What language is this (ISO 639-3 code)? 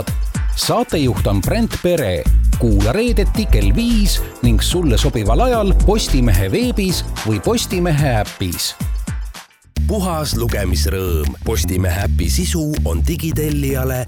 est